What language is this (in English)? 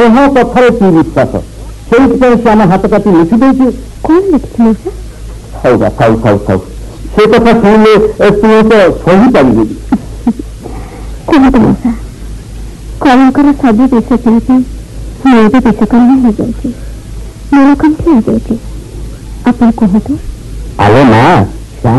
Odia